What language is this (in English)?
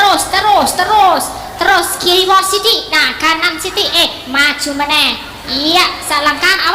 Javanese